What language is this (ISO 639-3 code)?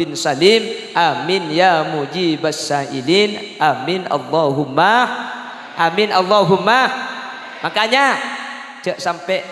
mad